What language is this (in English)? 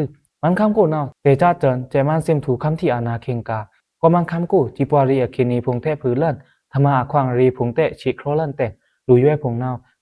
Pa'o Karen